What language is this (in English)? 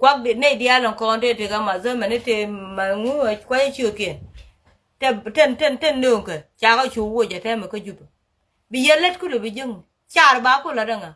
Nuer